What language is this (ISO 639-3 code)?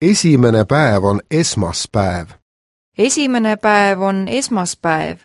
est